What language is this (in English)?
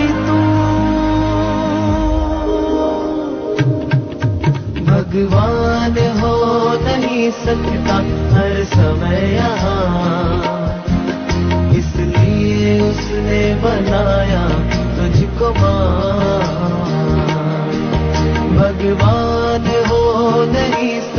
Hindi